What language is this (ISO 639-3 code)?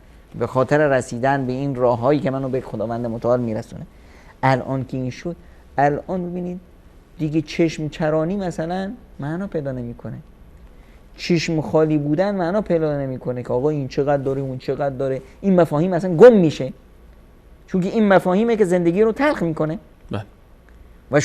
fas